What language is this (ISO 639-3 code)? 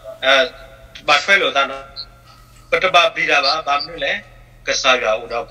ksw